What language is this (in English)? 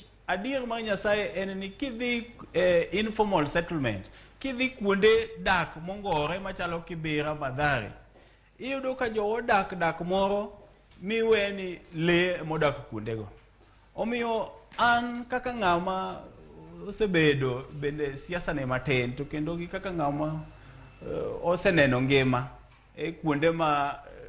Luo (Kenya and Tanzania)